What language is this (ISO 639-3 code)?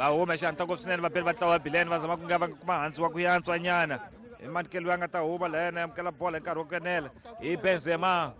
tso